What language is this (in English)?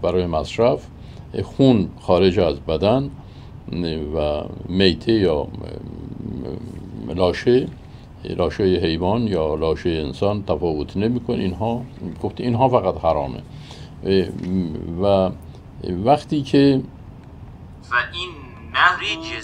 Persian